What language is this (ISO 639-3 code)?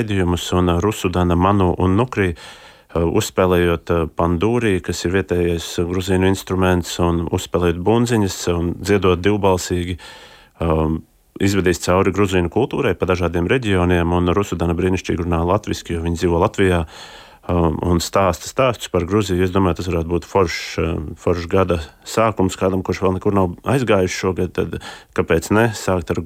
lav